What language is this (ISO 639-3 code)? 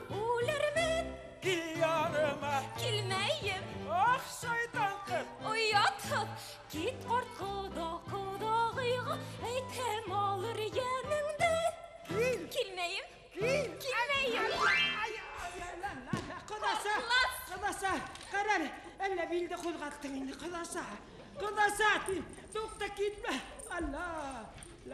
bak